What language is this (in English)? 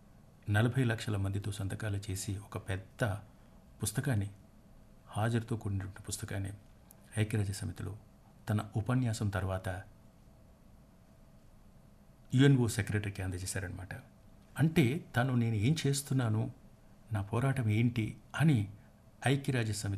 Telugu